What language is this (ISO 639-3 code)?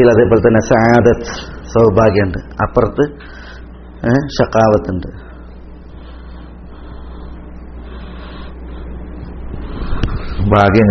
mal